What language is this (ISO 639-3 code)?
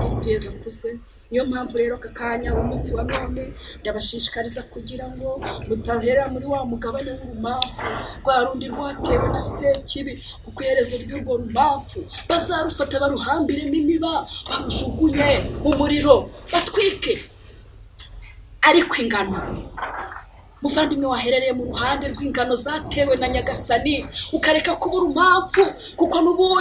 kin